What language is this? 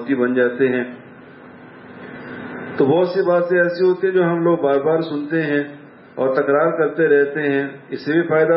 Urdu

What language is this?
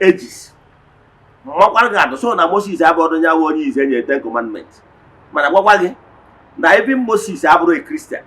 Igbo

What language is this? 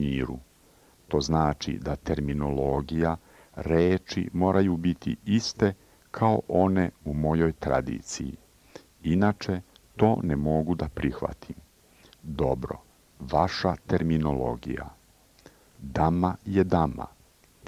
Serbian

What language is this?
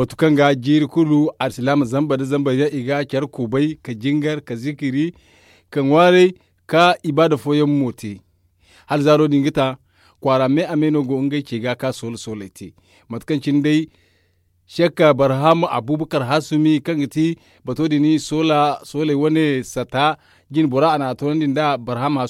Zarma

